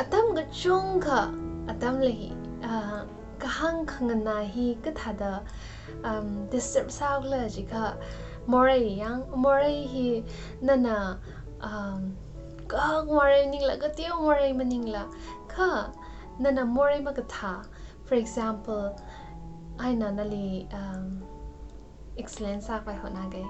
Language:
Tangkhul Naga (India)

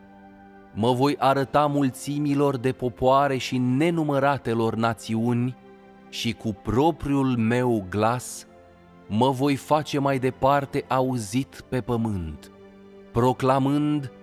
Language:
Romanian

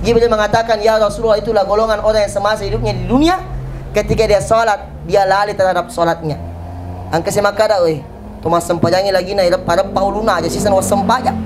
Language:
Buginese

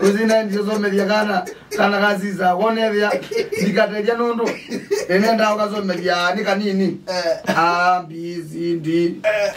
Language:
Kamba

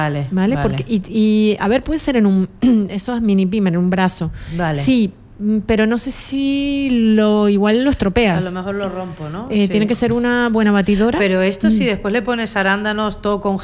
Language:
Spanish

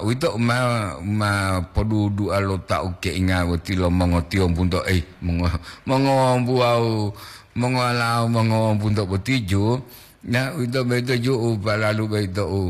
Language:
Gorontalo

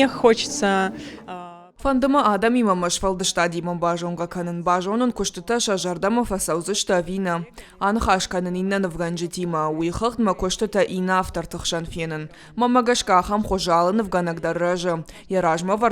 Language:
Ossetic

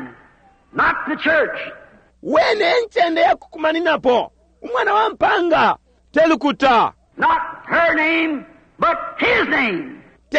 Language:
Bemba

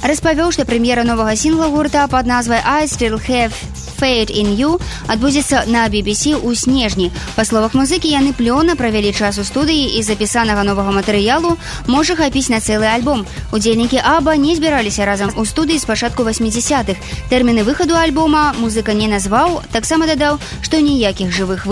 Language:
Belarusian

